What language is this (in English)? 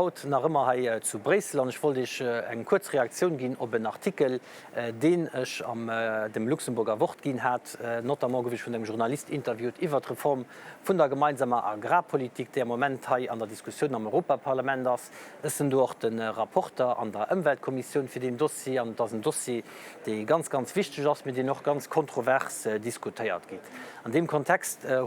Luxembourgish